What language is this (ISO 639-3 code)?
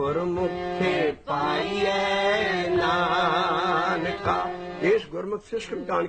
pan